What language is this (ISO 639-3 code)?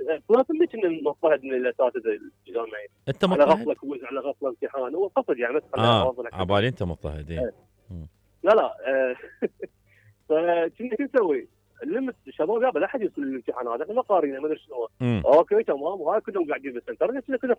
acm